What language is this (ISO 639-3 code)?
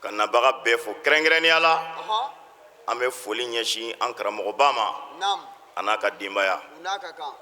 bam